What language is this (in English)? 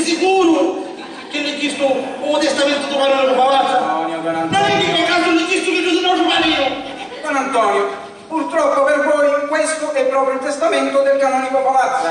Sicilian